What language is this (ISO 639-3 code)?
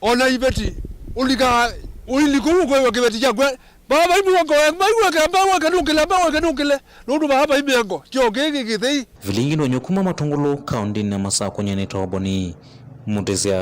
kam